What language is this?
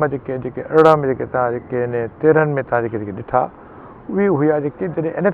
Sindhi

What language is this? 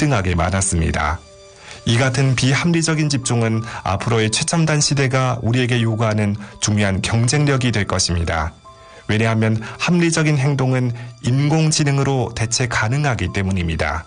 Korean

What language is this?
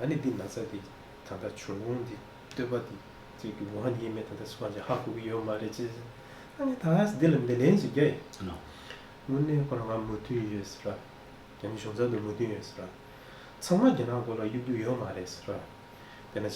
Tibetan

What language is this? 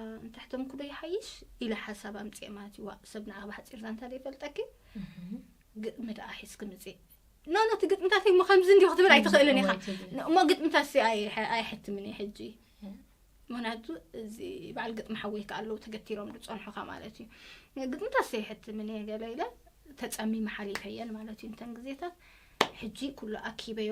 Tigrinya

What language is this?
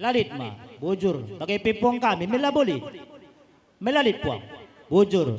Batak Karo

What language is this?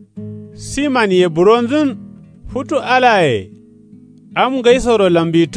Kanuri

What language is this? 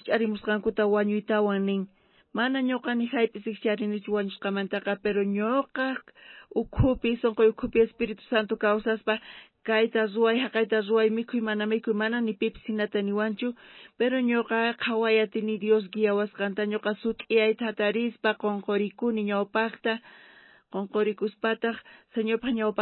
South Bolivian Quechua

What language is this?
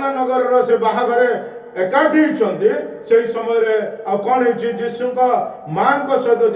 Odia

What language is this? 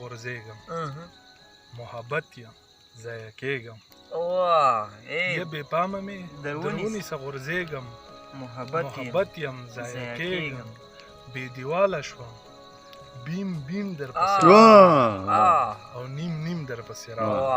Pashto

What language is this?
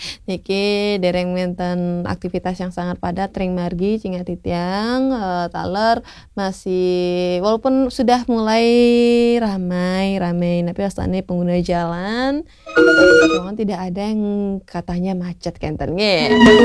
Balinese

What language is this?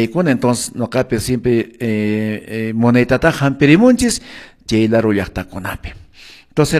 Quechua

